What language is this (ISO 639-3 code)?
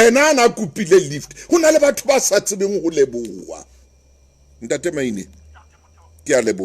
sot